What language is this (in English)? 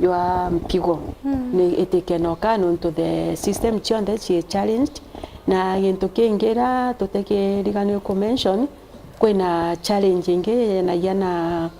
Meru